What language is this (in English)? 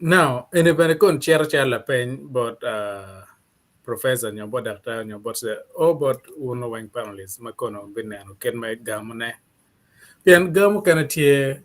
Acoli